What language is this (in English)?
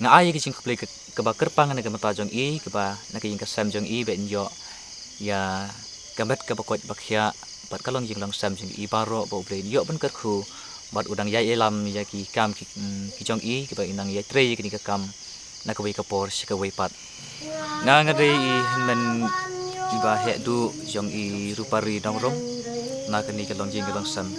Khasi